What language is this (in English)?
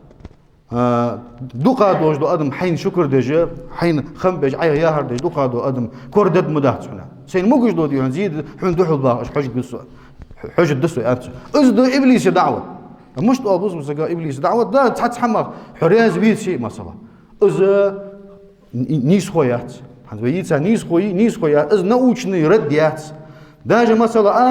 Ingush